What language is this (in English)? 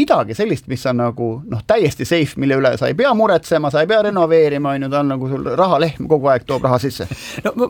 Estonian